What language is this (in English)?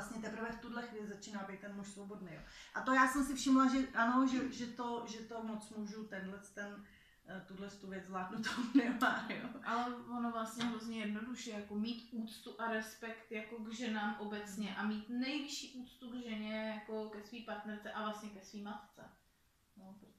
Czech